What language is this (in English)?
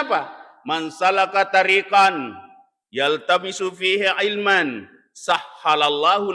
Buginese